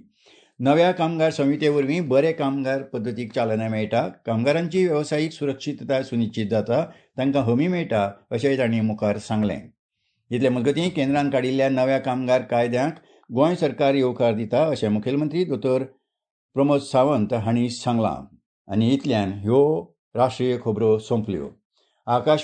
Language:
Konkani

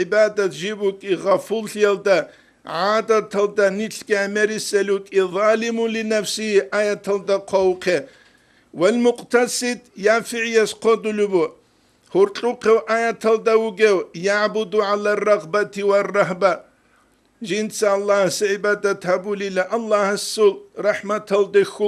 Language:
Avaric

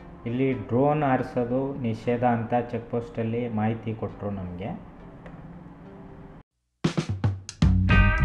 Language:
Kannada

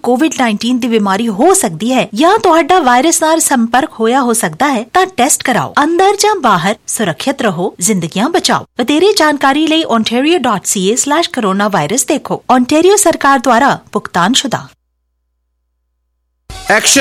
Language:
Punjabi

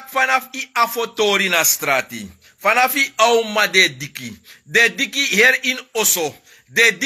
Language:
Sranan Tongo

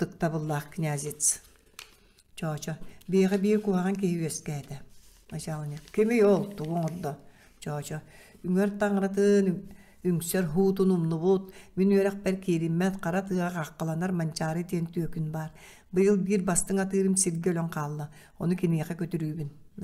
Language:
Yakut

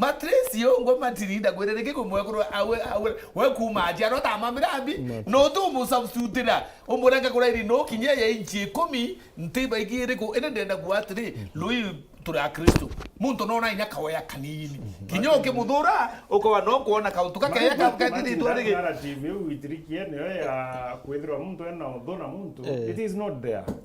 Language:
Meru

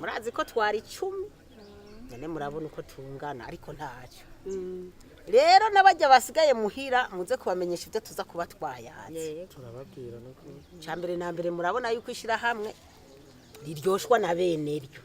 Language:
Rundi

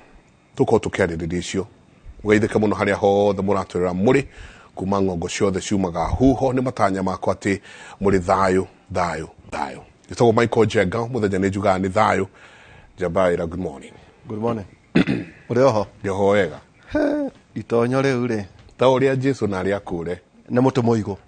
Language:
Kikuyu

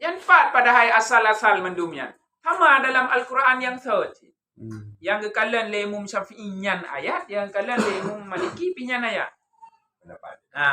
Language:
Achinese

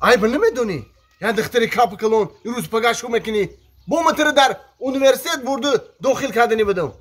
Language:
Tajik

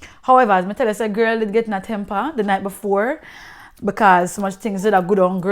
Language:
Jamaican Creole English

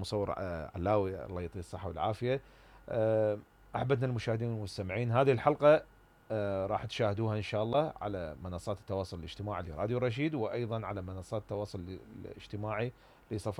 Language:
Mesopotamian Arabic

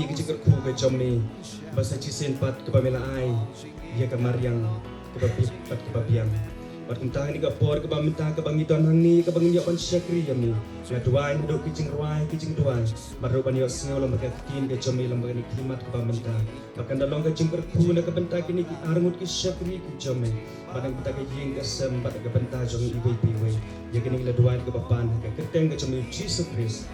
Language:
Khasi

